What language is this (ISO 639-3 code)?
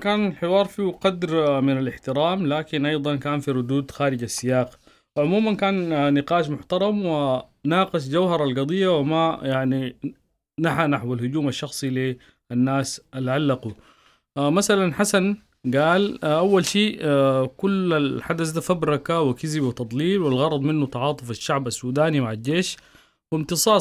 apd